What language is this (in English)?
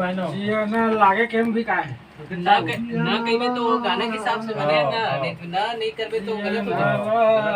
Chhattisgarhi